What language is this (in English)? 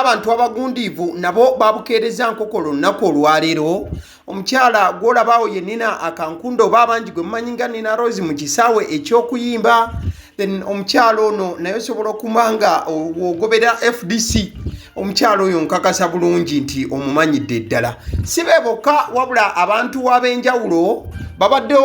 Ganda